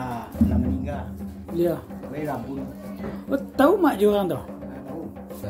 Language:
Minangkabau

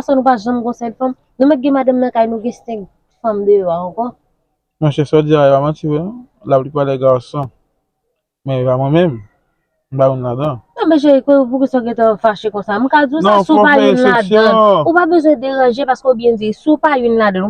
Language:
Haitian Creole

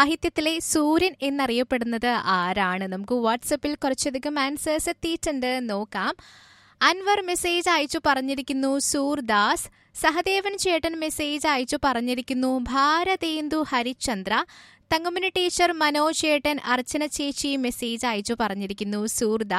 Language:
Malayalam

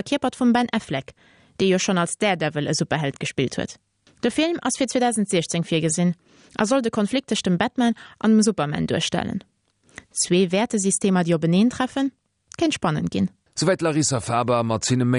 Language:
Luxembourgish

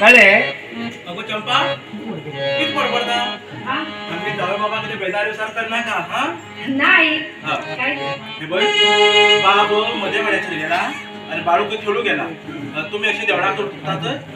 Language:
Konkani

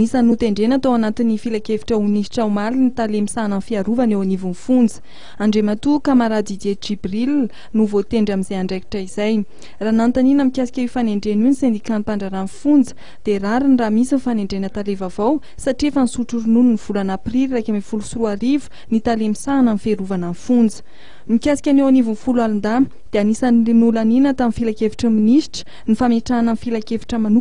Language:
Malagasy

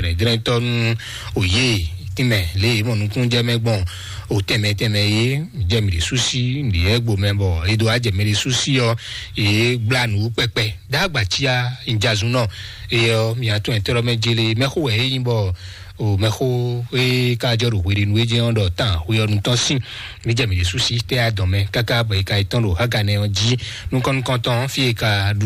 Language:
Fon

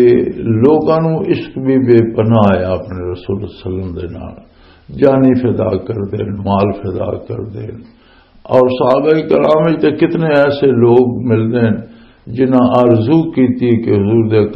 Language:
Western Panjabi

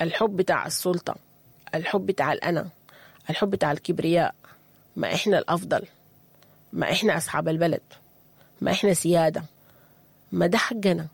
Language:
Sudanese Arabic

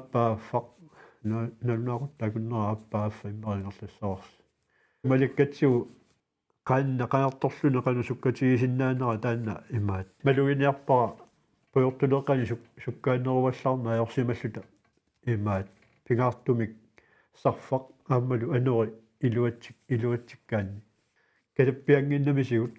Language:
Kalaallisut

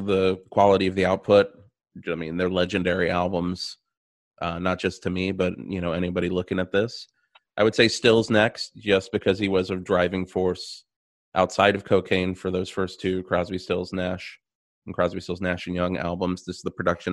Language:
English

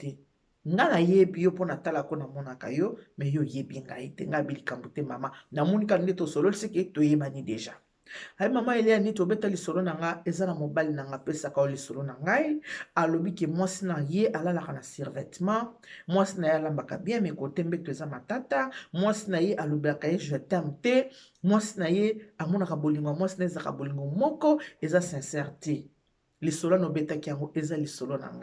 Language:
Lingala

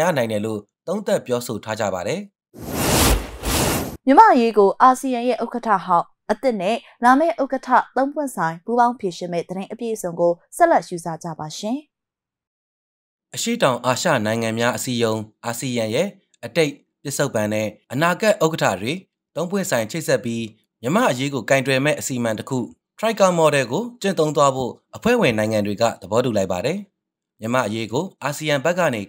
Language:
Burmese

